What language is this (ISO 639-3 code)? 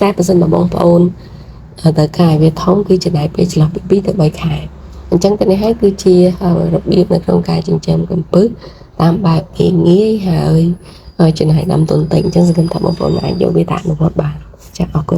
khm